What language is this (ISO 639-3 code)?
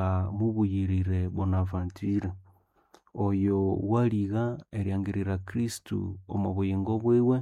nnb